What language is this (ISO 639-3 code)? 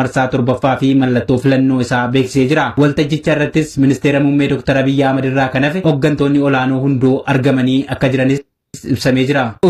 orm